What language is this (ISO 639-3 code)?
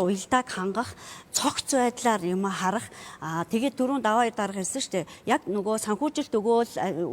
mon